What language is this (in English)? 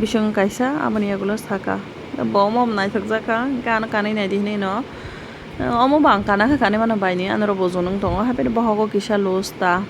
Kok Borok